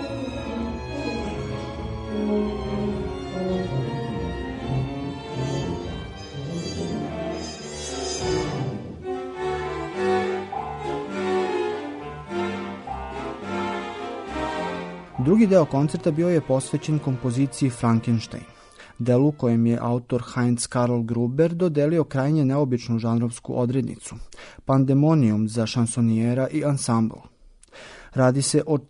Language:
Serbian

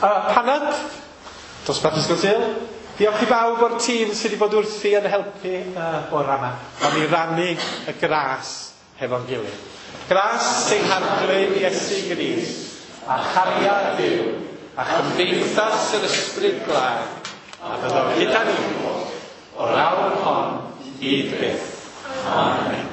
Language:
Welsh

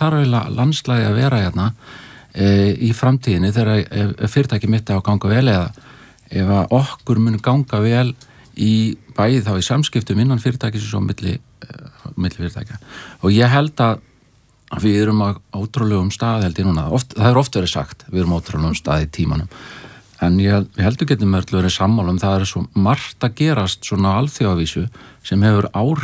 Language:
Icelandic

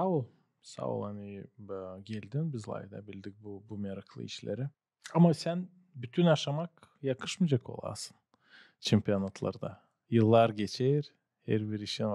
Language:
Gagauz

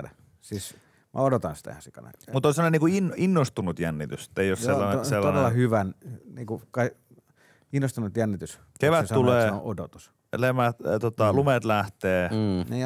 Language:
Finnish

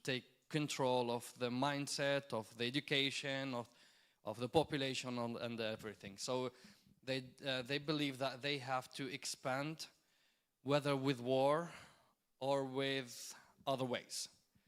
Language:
English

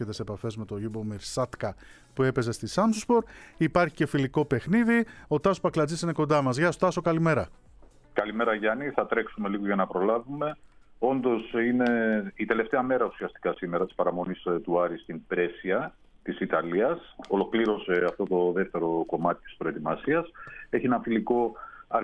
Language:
Greek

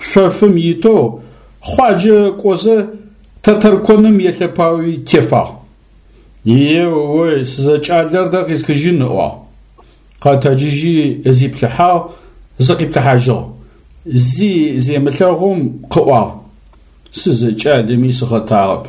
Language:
Adyghe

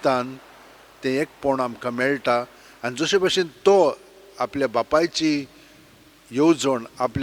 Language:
Konkani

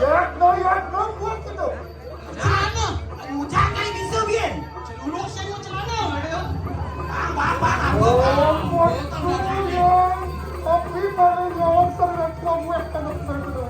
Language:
Balinese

